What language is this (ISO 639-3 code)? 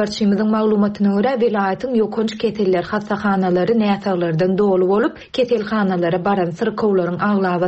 tuk